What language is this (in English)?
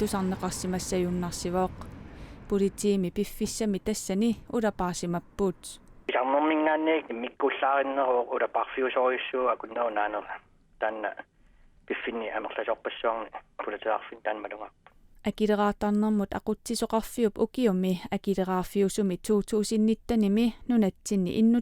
Kalaallisut